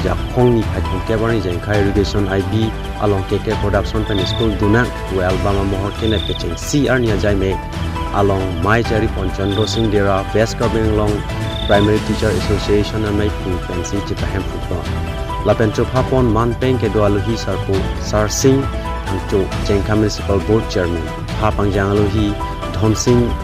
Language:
Karbi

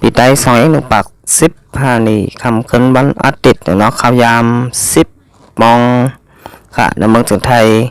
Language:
Shan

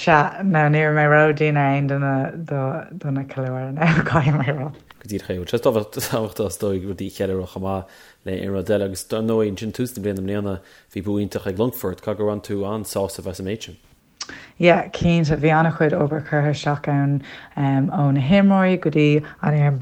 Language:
Irish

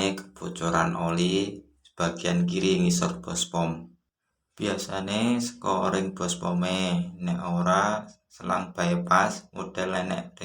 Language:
Javanese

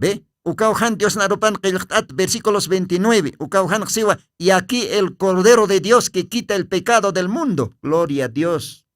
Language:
Aymara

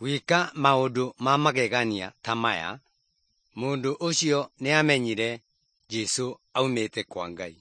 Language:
Kikuyu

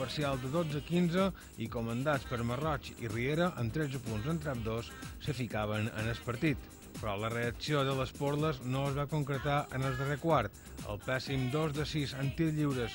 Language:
Catalan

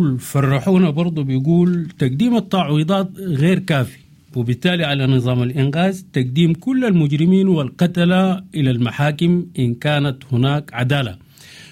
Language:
Sudanese Arabic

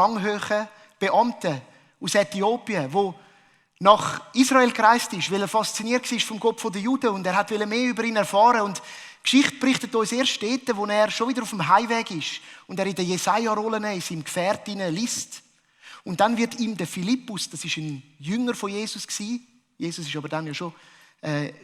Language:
Swiss German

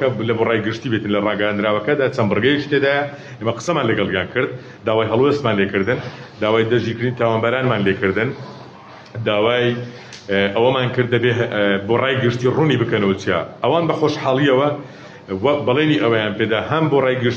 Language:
Central Kurdish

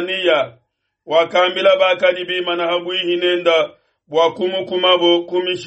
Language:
Luba-Lulua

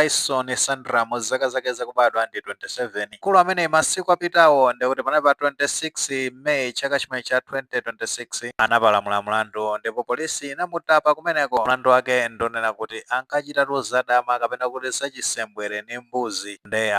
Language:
Nyanja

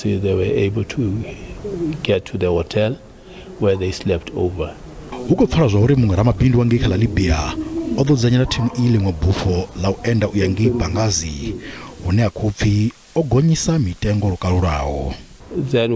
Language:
Venda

